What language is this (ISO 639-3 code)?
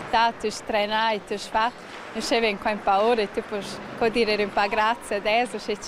roh